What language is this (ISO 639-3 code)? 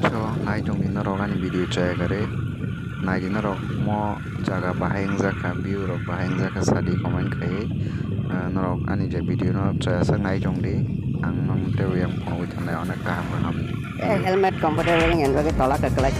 trp